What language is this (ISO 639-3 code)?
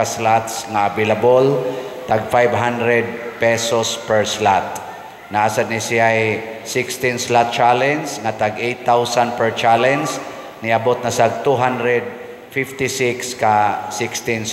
ceb